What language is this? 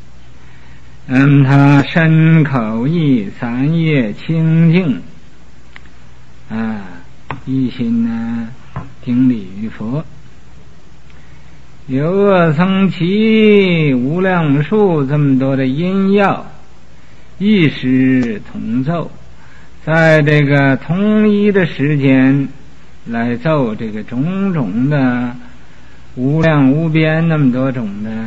Chinese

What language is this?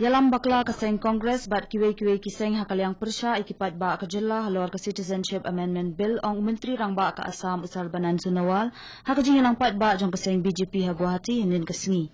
Khasi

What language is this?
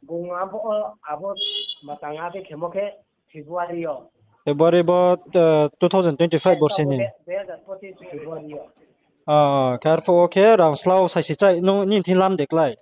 Riang (India)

